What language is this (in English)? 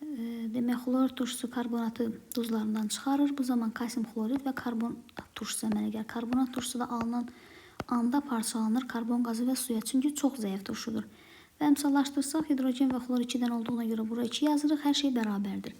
Azerbaijani